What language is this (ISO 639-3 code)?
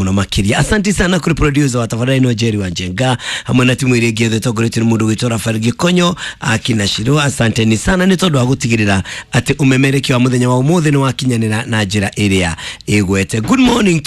kik